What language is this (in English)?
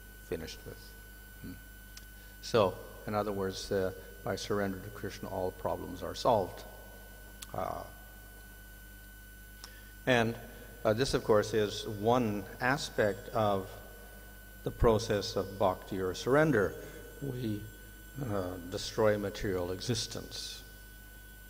English